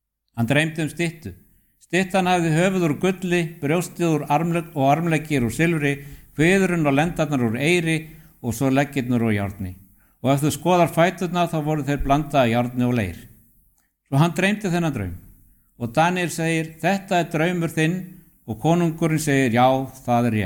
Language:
Icelandic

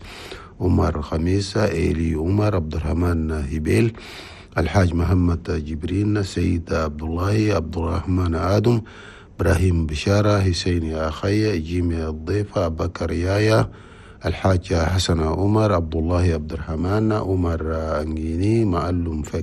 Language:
Chadian Arabic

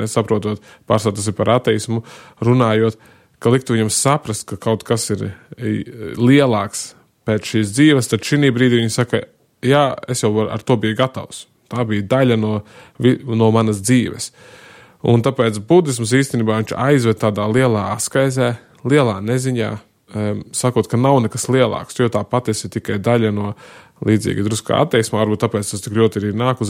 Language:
Latvian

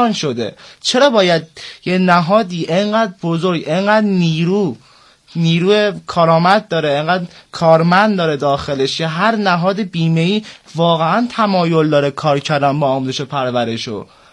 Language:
Persian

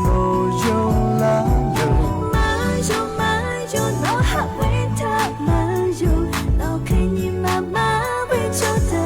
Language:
Lahu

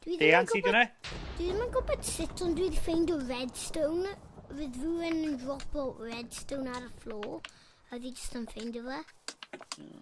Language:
Welsh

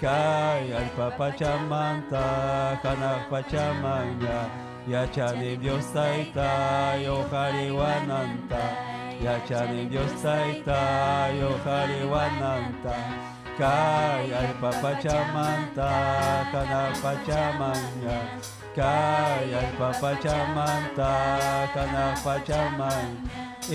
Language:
Ayacucho Quechua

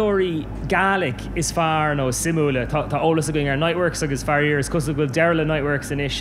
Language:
Irish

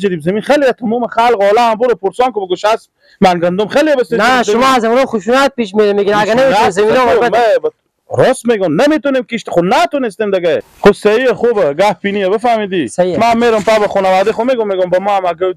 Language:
Persian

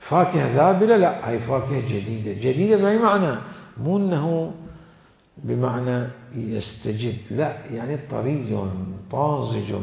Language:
Mesopotamian Arabic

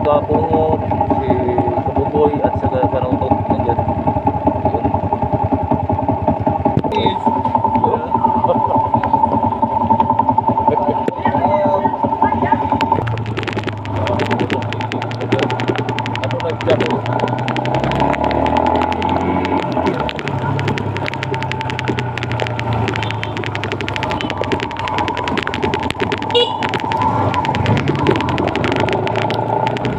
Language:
Filipino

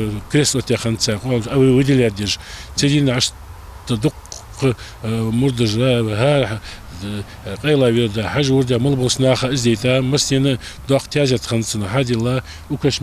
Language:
Ingush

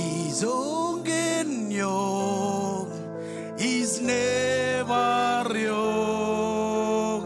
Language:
Marshallese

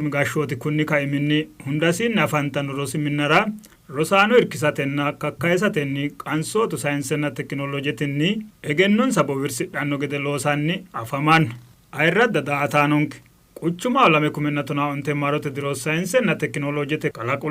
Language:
Sidamo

